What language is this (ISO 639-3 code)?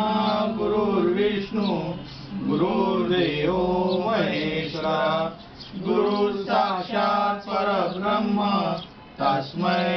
san